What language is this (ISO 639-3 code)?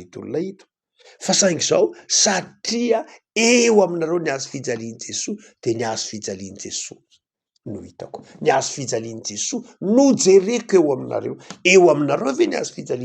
mlg